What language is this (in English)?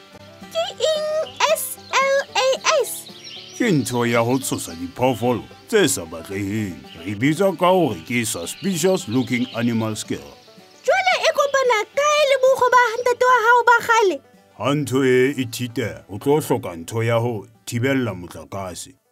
Southern Sotho